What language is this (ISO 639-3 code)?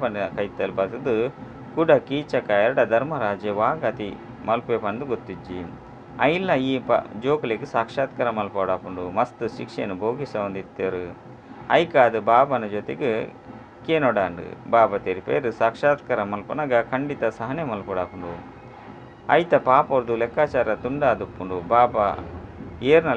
tcy